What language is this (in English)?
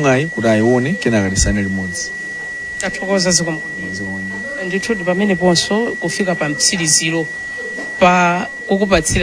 Nyanja